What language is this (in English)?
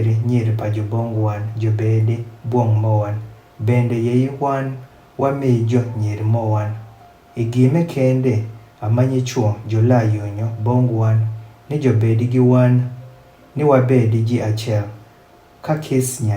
Adhola